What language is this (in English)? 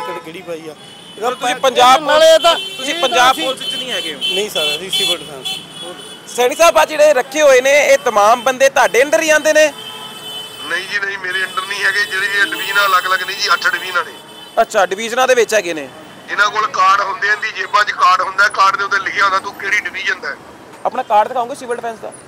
Punjabi